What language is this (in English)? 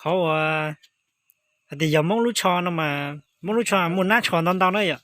Hmong